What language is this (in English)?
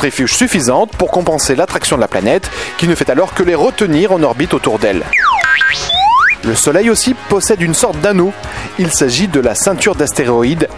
French